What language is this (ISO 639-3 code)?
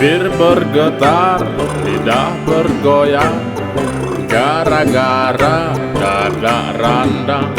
min